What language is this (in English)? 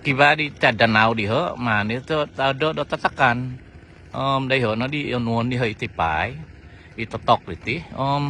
Central Dusun